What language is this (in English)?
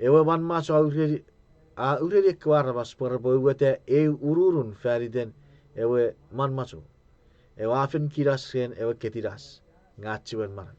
Chuukese